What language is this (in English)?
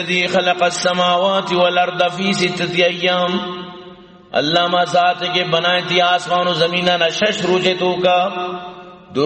Eastern Balochi